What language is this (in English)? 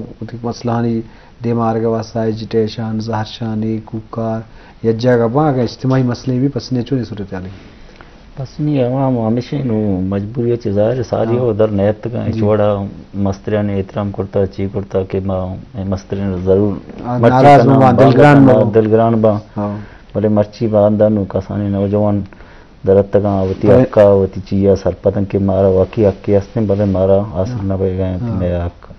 Eastern Balochi